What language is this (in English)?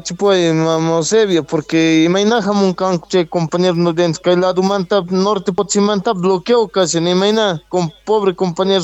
South Bolivian Quechua